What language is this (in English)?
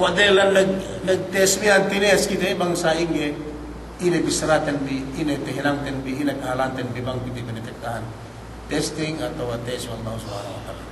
Yakan